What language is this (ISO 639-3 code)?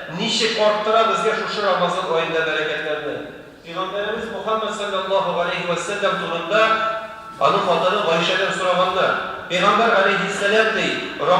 tat